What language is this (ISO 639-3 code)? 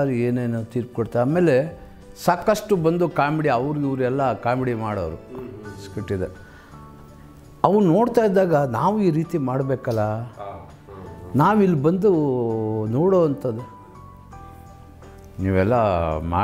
kan